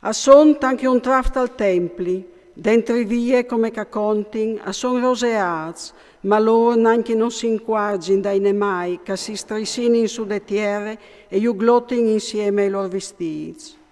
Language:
Friulian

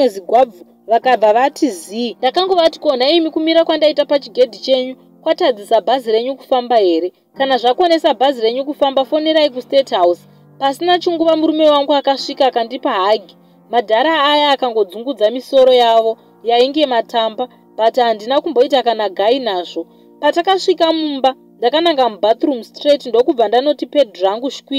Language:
Shona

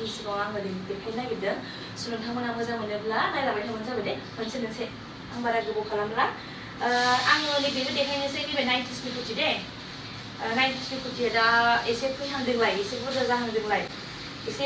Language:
Bodo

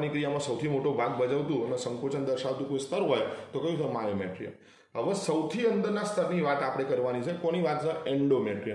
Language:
Gujarati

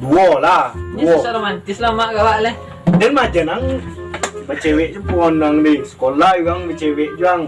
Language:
Minangkabau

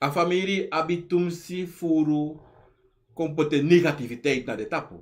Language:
Sranan Tongo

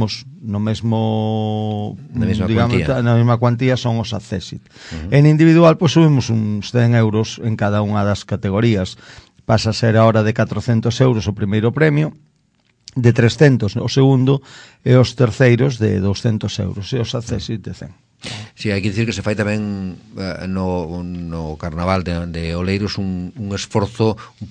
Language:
Galician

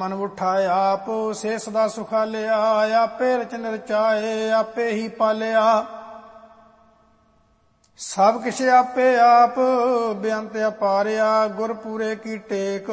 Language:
Punjabi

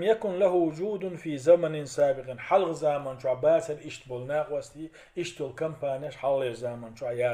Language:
Chechen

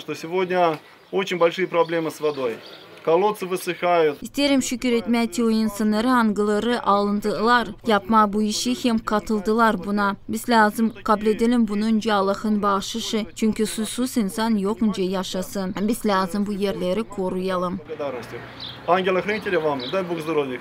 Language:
Gagauz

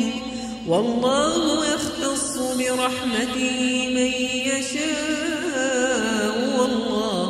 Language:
Arabic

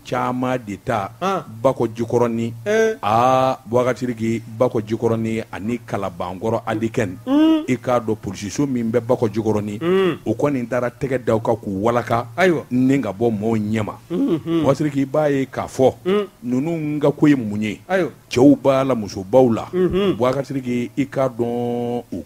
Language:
Bambara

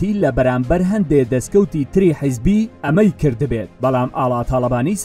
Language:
Central Kurdish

